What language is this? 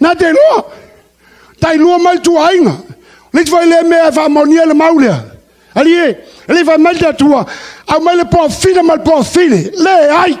Samoan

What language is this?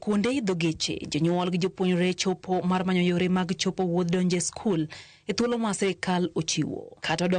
Luo (Kenya and Tanzania)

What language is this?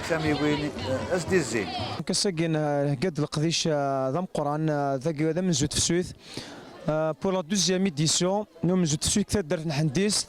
Kabyle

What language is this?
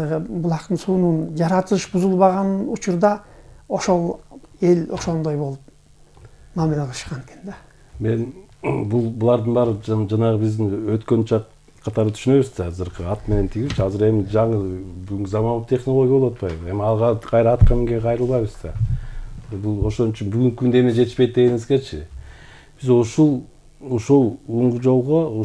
Kyrgyz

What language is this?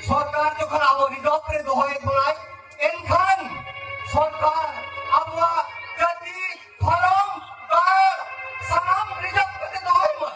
Santali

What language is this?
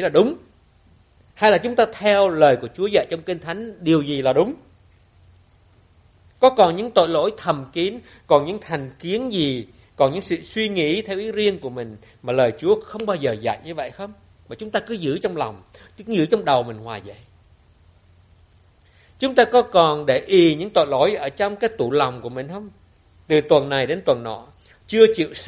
Vietnamese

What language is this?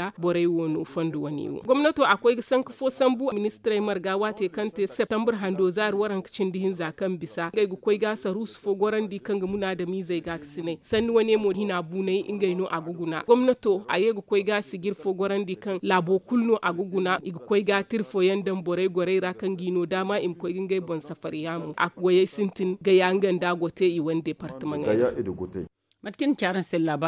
Zarma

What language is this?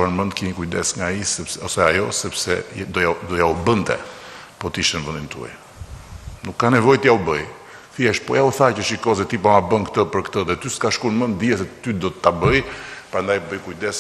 Albanian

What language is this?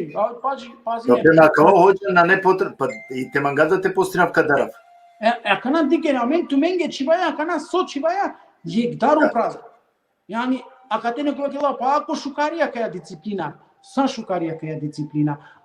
Balkan Romani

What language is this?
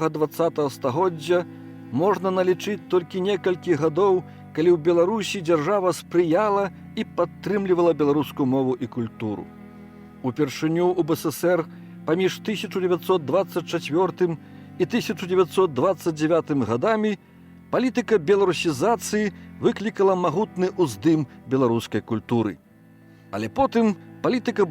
Belarusian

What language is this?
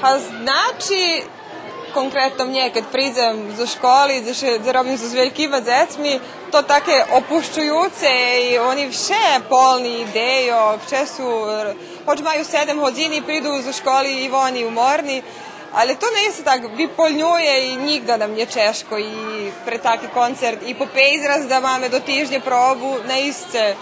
Rusyn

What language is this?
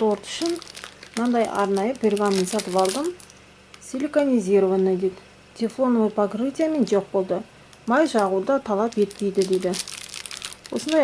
Kazakh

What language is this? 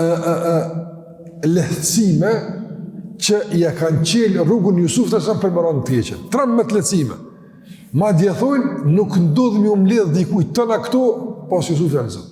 Albanian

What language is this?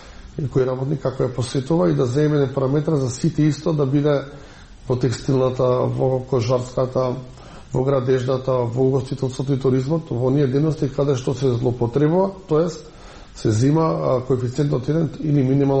Macedonian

